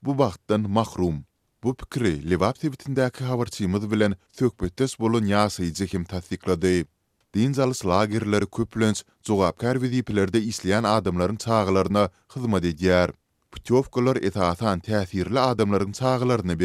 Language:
Turkmen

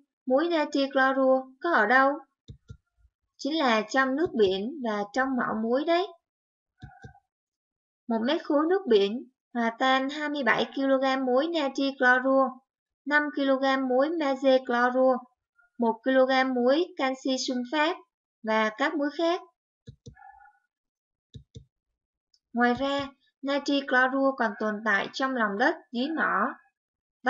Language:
Vietnamese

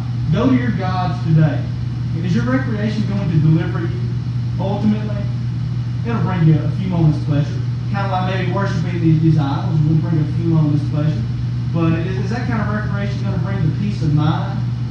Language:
English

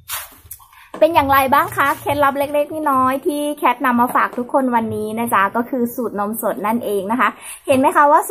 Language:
Thai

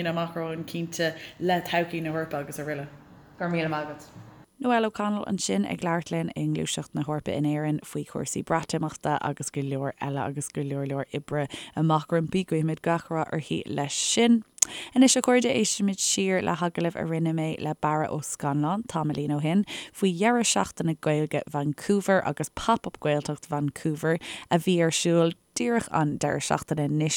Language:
Irish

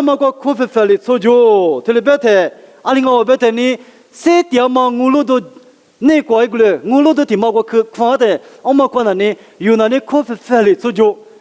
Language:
Lisu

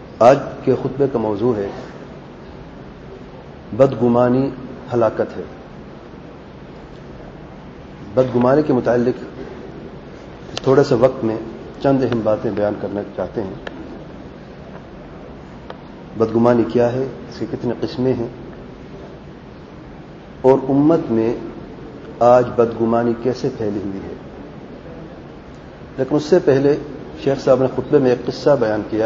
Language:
Urdu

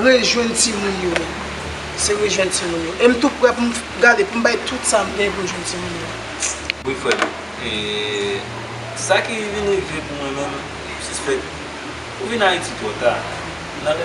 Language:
Haitian Creole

